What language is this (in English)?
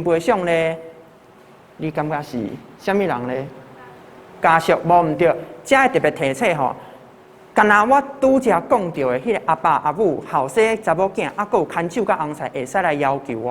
Min Nan Chinese